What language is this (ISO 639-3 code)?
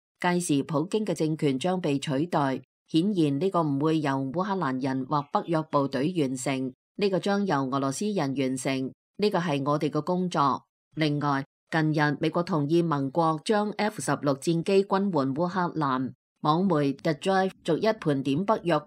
yue